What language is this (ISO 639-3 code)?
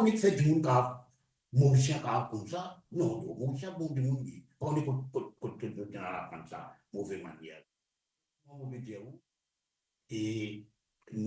mfe